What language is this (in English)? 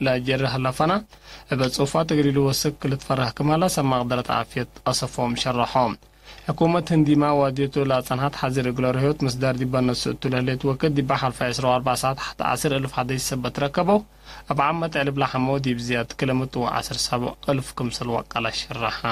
Tigre